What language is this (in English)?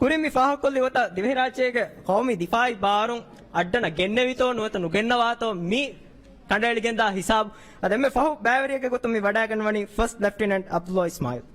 Divehi